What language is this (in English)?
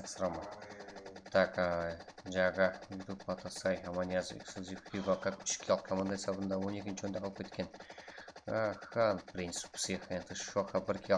Kara-Kalpak